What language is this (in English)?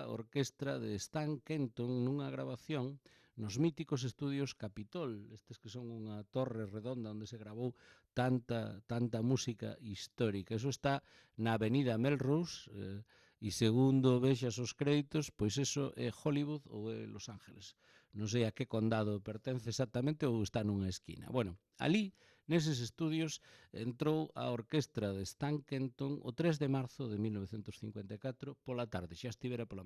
Galician